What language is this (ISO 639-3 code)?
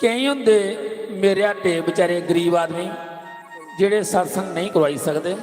doi